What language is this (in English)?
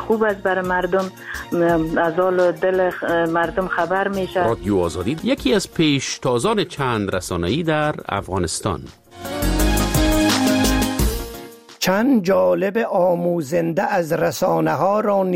Persian